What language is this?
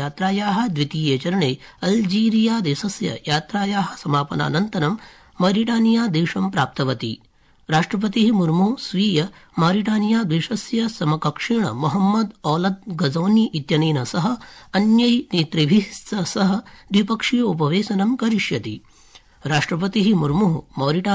Sanskrit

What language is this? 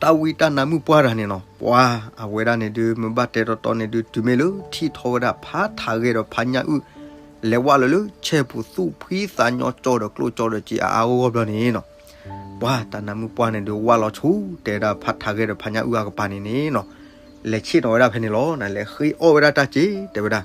S'gaw Karen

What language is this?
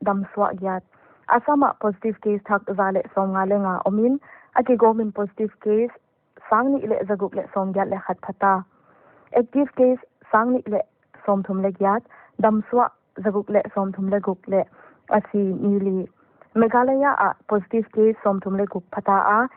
Paite Chin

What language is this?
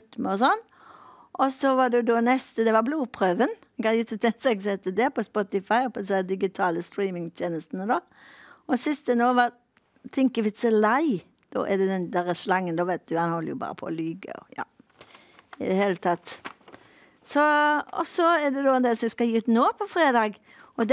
Norwegian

